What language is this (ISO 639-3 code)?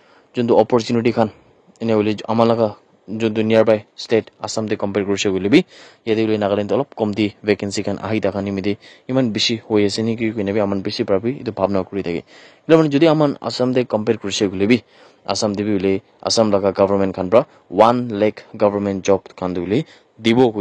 nag